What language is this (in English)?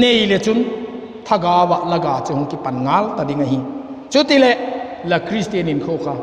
Vaiphei